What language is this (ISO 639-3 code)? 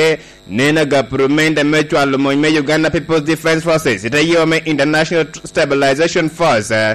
laj